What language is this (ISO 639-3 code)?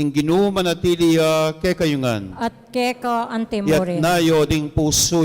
pam